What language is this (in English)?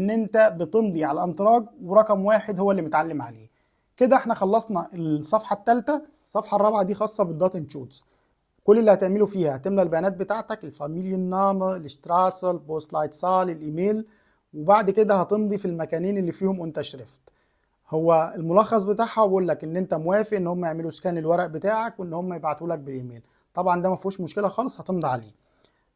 Egyptian Arabic